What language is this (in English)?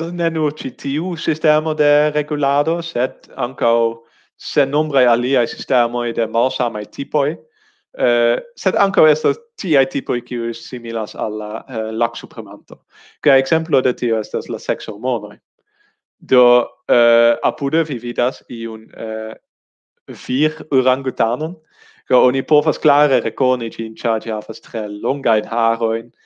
Esperanto